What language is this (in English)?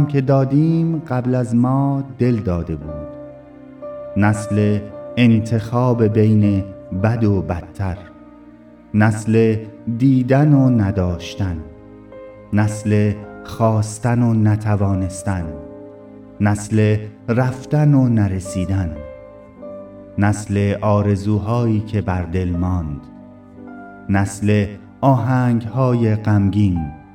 Persian